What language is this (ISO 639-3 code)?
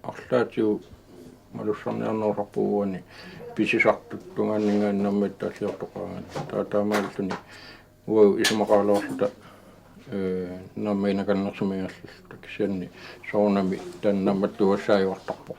kal